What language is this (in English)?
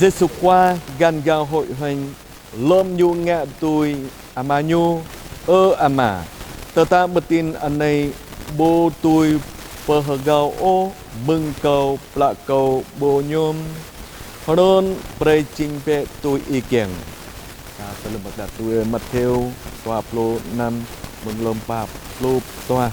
Jarai